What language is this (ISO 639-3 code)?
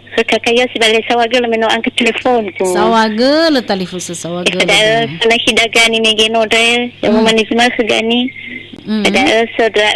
nia